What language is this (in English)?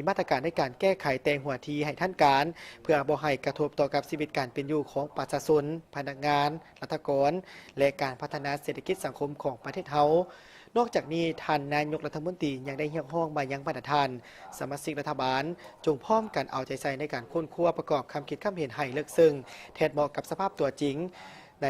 Lao